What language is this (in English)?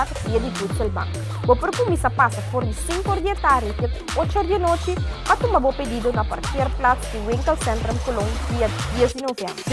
Papiamento